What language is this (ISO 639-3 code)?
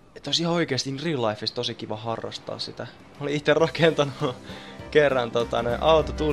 fin